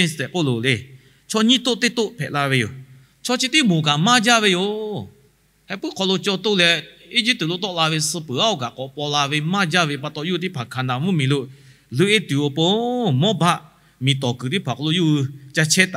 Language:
Lahu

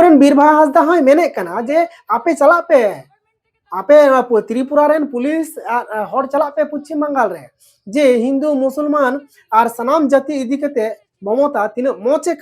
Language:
Santali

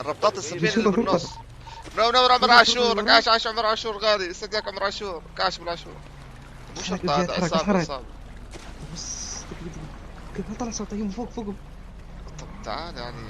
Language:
North Levantine Arabic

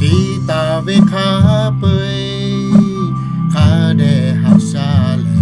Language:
Lahu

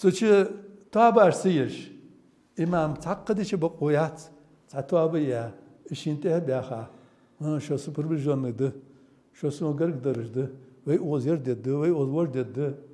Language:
Ingush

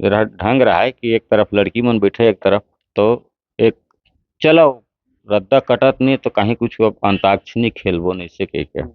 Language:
Chhattisgarhi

